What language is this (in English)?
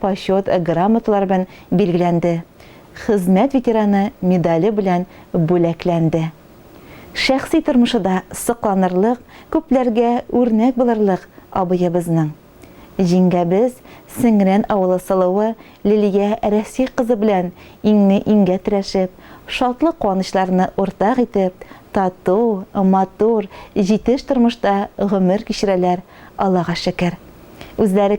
Tatar